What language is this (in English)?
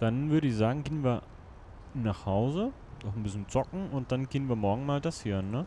Swiss German